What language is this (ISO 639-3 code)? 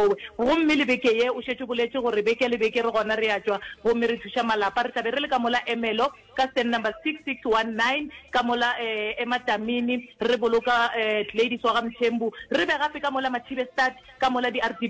nso